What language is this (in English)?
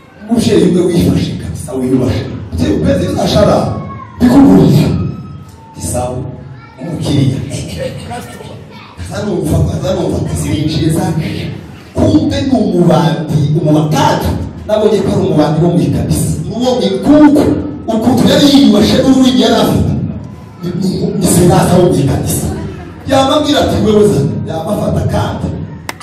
Kinyarwanda